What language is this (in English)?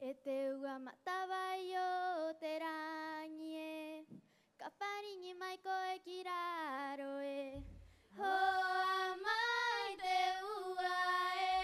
Rapanui